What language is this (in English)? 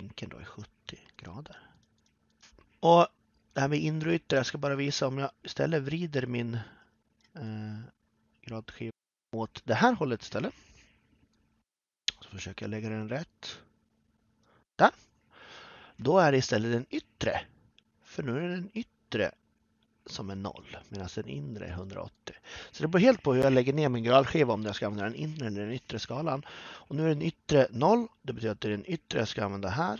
Swedish